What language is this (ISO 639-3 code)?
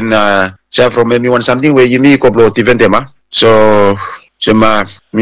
bis